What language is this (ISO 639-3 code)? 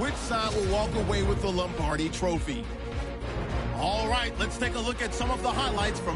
eng